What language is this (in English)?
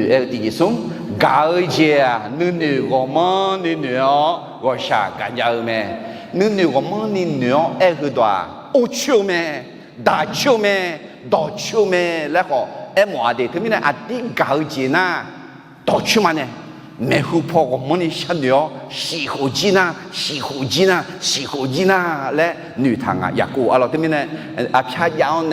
Akha